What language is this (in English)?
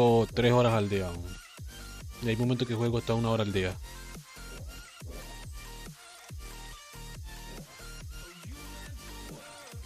Spanish